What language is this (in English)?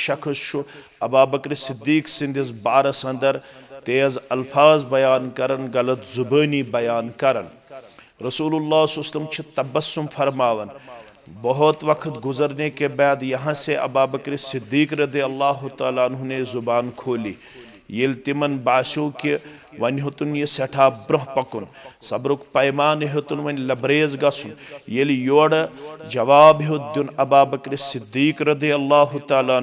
Kashmiri